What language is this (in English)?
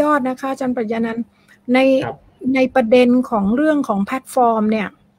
Thai